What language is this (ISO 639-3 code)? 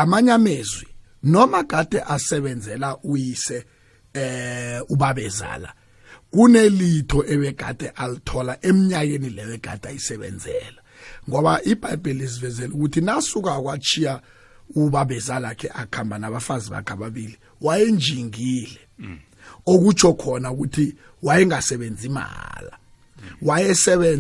nbl